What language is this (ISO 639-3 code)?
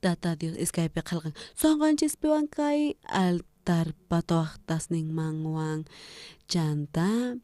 quh